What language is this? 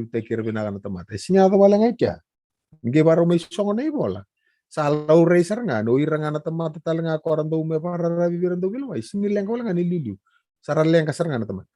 Fijian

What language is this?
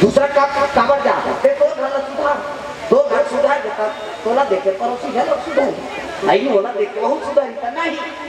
Chhattisgarhi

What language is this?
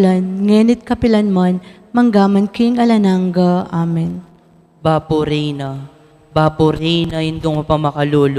Pampanga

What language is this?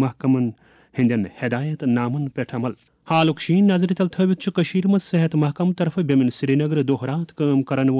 Kashmiri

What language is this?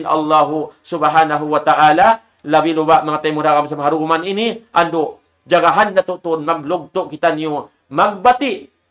Tausug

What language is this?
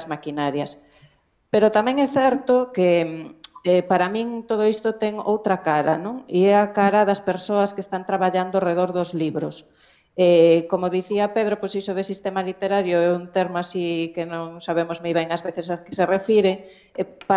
Galician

